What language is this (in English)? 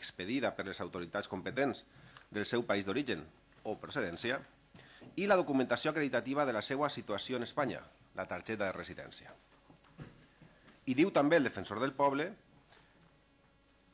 Catalan